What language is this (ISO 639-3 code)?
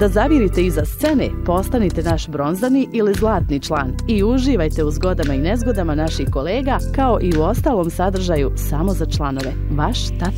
bos